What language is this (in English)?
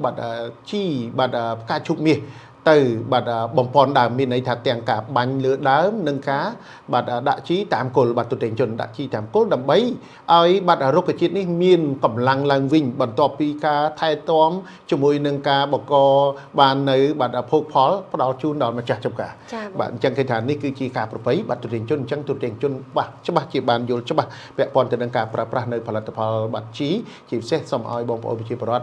Khmer